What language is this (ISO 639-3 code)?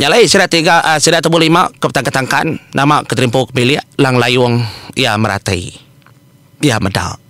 iba